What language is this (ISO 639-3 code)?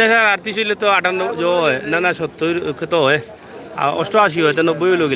syl